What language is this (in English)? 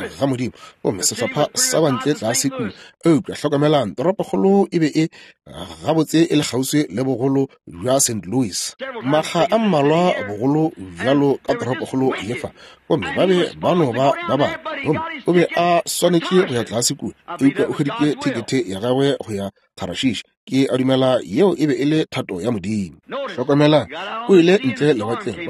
Northern Sotho